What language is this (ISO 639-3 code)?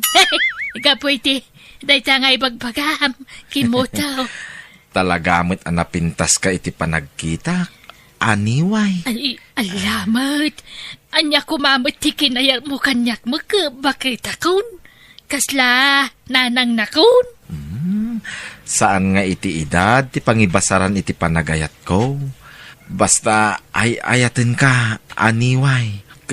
ilo